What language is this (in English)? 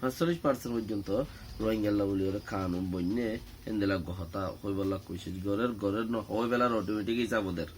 Rohingya